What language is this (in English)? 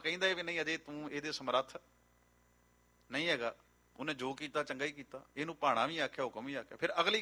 Punjabi